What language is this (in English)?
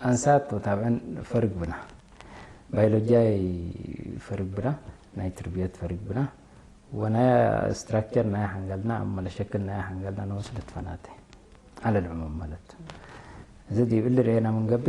Tigre